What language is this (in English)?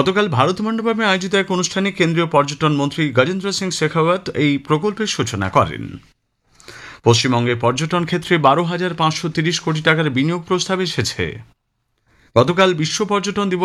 Bangla